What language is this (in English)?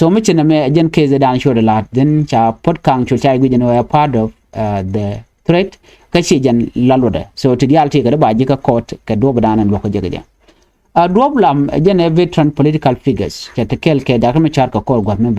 Nuer